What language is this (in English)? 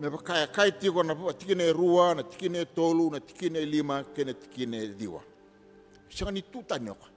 Fijian